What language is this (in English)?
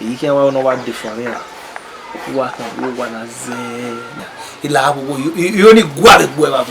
Bini